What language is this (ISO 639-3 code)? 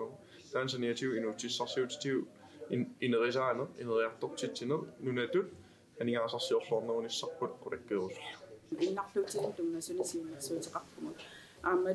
kal